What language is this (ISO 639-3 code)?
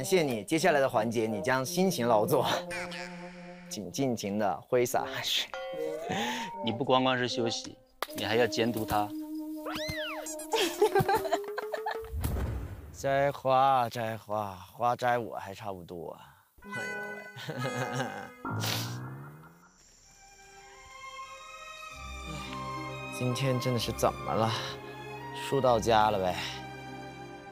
zho